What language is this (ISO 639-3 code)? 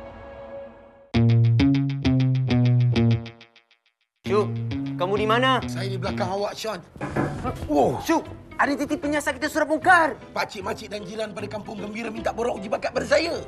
msa